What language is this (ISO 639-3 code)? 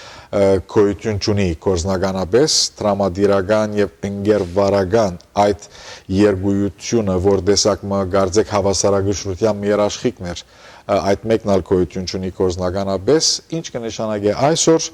hyw